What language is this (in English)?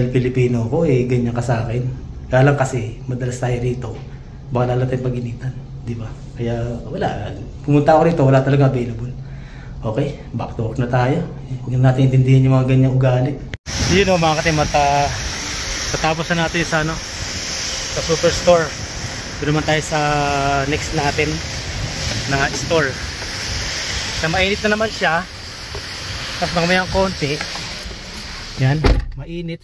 Filipino